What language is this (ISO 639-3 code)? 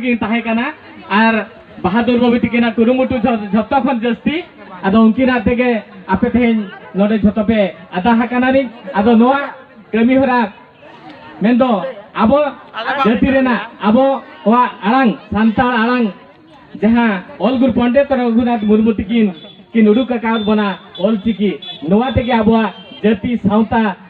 sat